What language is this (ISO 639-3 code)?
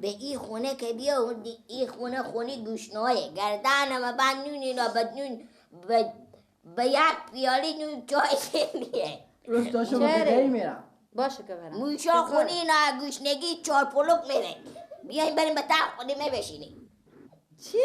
fas